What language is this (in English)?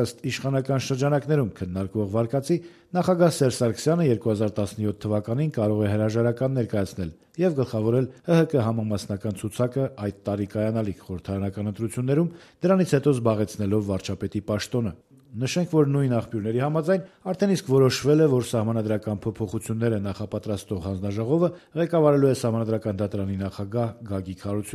Armenian